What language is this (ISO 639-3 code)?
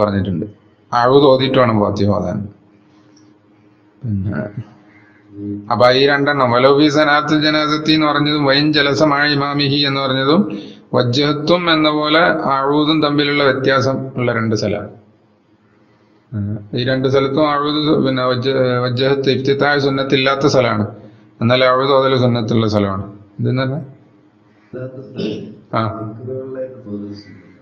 mal